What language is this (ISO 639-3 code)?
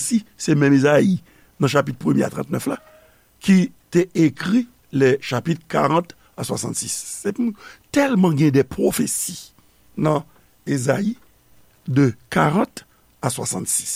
hat